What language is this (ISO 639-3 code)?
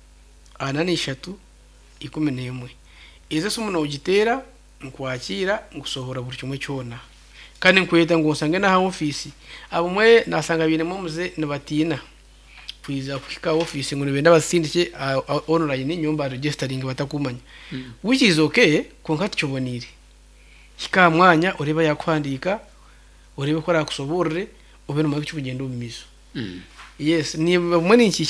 nyn